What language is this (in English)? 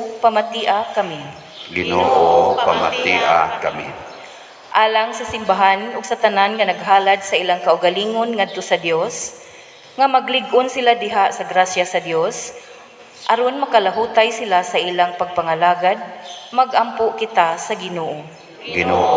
Cebuano